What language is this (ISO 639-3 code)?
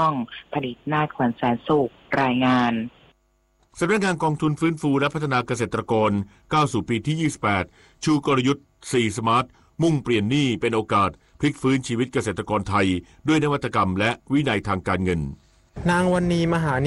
tha